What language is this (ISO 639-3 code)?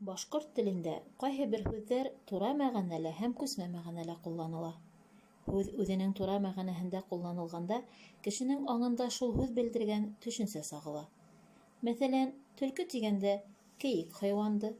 bak